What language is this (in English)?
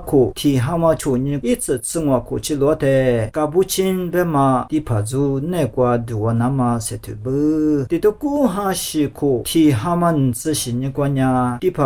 Lisu